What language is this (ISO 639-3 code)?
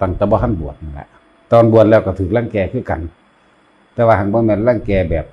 lao